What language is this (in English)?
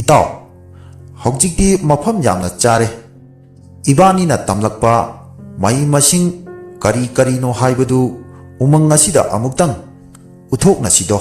Manipuri